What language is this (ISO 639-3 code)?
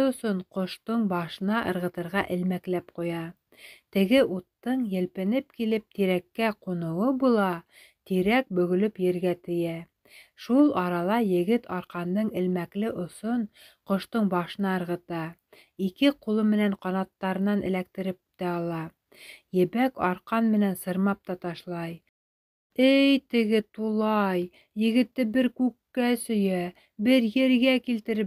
bak